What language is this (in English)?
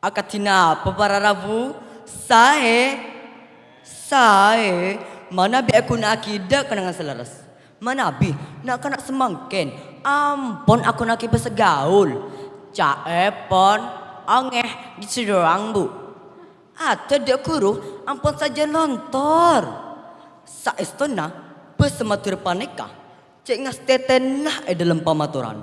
Madurese